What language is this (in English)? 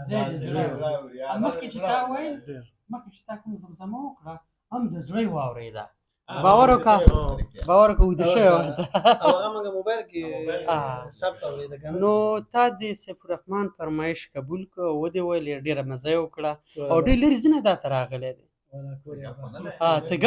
Pashto